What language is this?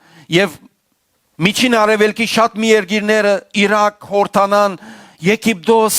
Western Armenian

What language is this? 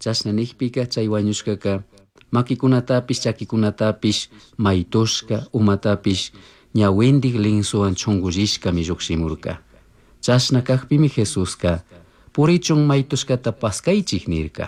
Chimborazo Highland Quichua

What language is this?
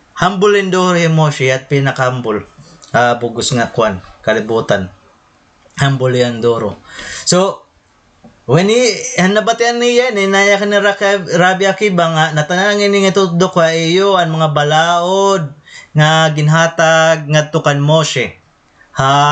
Waray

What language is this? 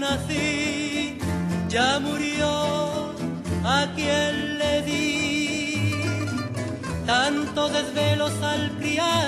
Spanish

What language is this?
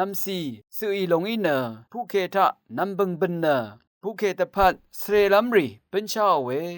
Rawang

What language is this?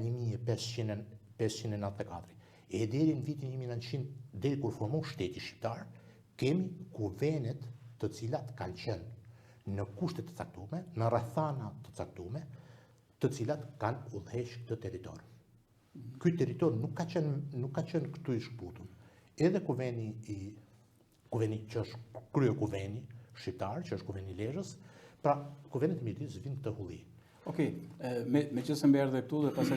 Albanian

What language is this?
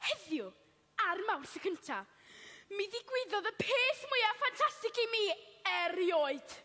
Welsh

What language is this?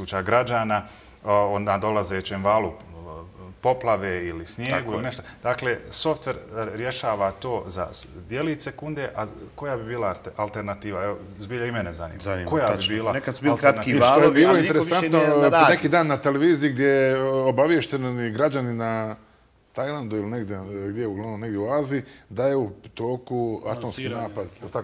Bosnian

